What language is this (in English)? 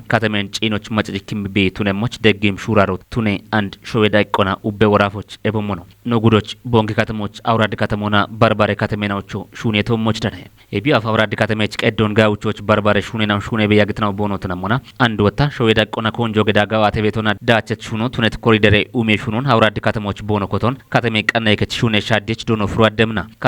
Kafa